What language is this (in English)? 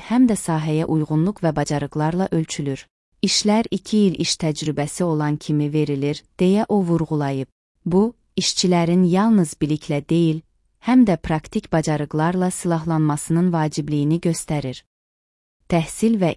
Azerbaijani